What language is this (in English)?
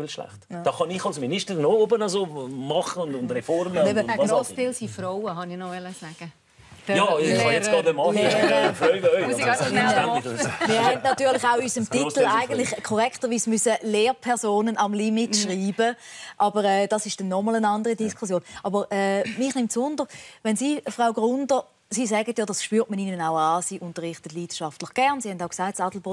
Swiss German